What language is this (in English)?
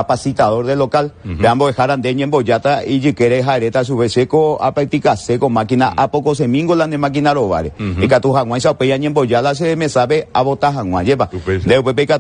Guarani